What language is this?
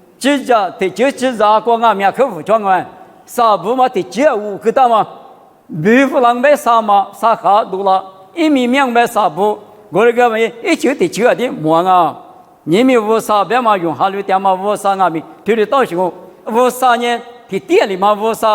Lisu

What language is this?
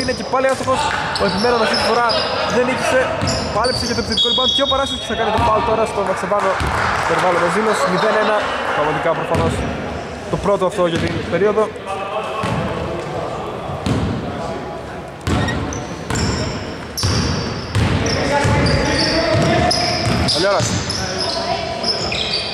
Greek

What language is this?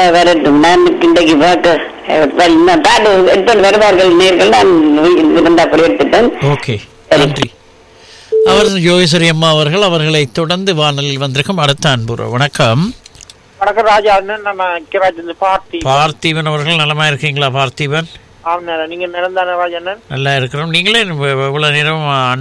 Tamil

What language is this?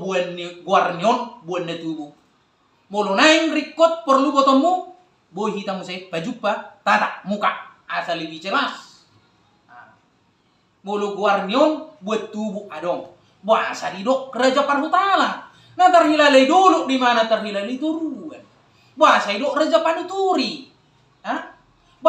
Batak Toba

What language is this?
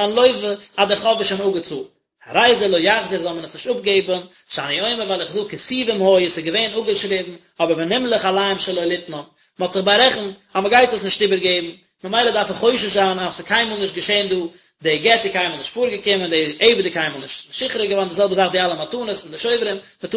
Yiddish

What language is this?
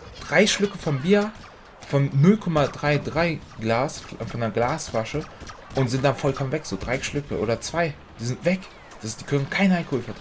German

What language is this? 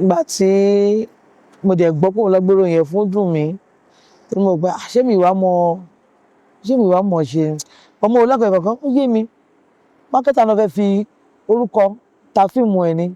Yoruba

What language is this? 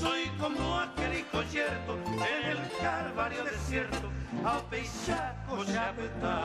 Guarani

